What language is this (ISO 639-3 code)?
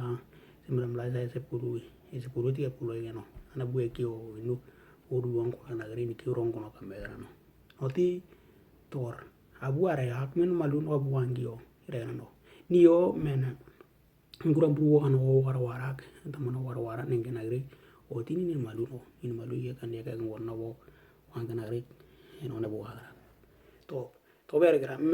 dnw